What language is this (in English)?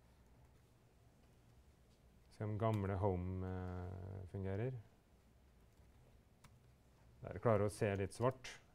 Norwegian